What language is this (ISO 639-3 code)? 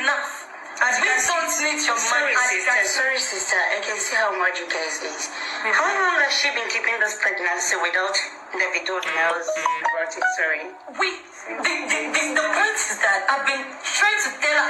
pcm